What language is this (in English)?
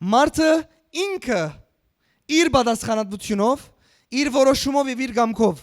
Western Armenian